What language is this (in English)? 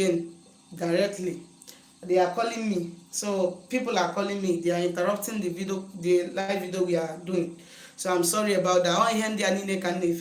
Igbo